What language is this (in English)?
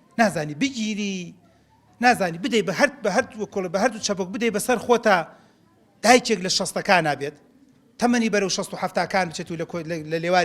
Central Kurdish